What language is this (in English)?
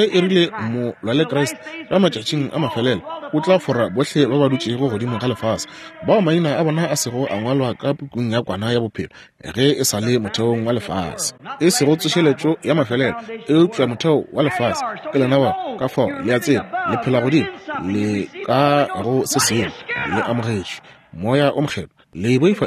Northern Sotho